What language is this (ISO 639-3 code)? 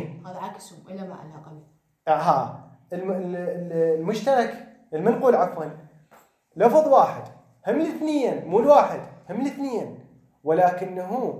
acm